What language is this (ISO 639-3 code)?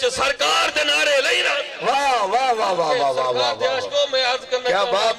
skr